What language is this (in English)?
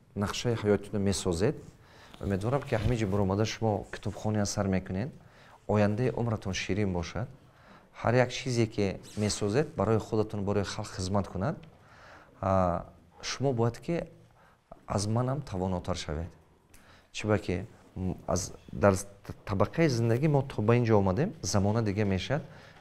Tajik